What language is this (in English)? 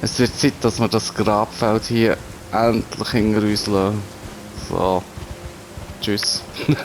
Swiss German